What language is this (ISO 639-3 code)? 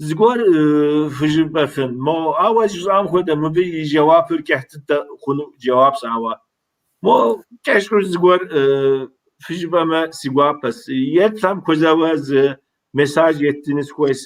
kbd